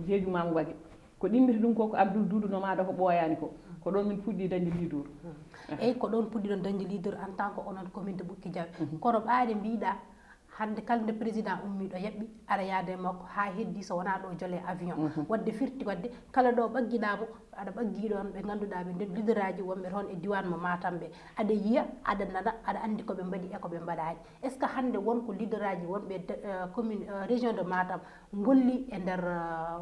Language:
Fula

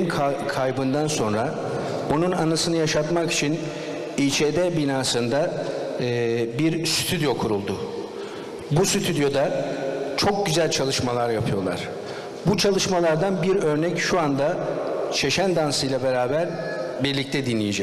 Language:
Adyghe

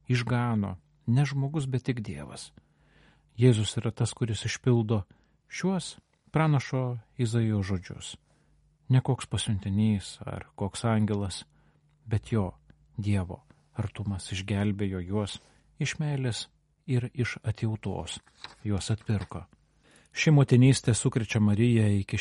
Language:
Lithuanian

